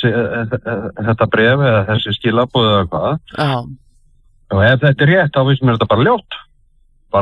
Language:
Icelandic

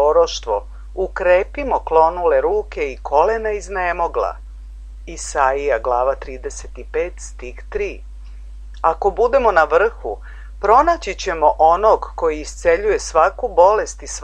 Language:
Serbian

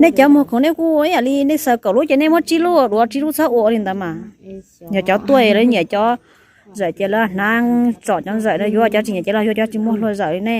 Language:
Hmong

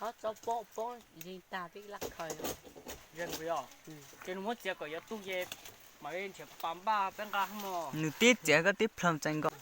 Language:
Hmong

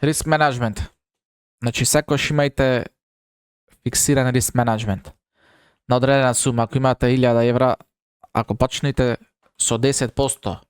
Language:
Macedonian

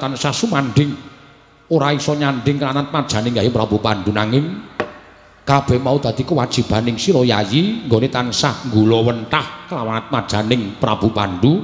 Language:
Javanese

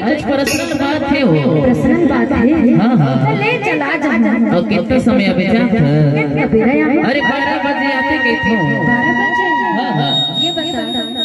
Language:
Chhattisgarhi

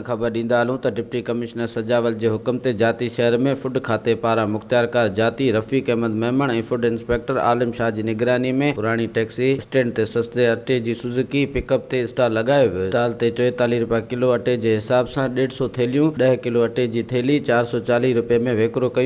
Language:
Sindhi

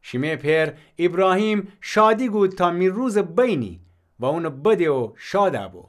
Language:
Gilaki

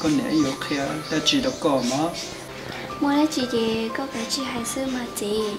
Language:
Hmong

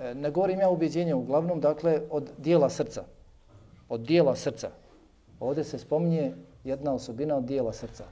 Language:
Bosnian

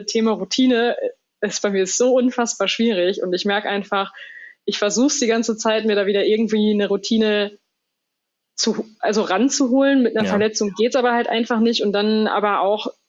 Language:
German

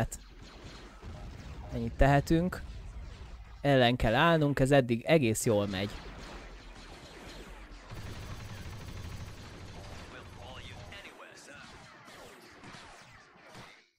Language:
Hungarian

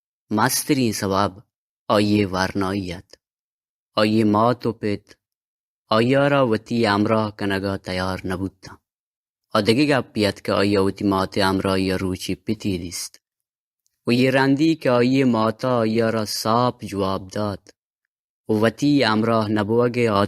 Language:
Baluchi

